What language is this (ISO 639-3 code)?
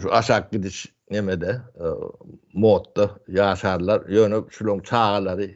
tuk